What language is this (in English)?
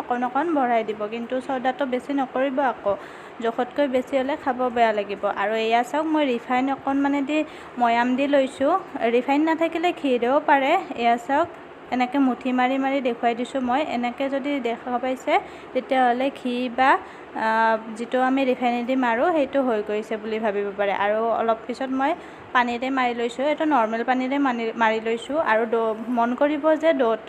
Assamese